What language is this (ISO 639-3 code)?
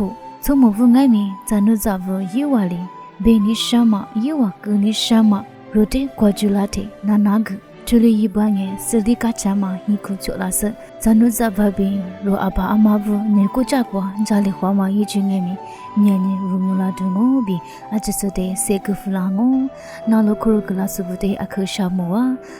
lis